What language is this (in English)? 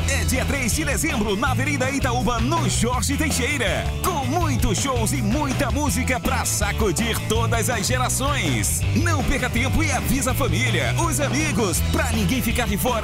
Portuguese